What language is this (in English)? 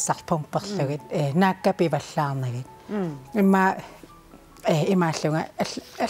Kalaallisut